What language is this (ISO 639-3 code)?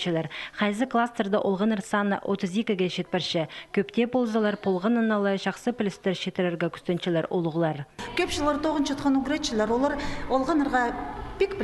kjh